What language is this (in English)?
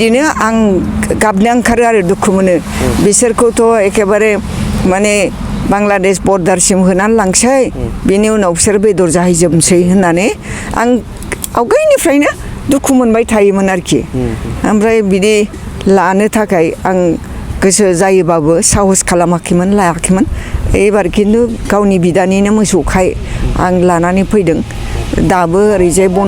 Bodo